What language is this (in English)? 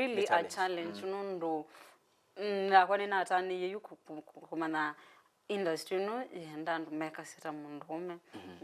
Kamba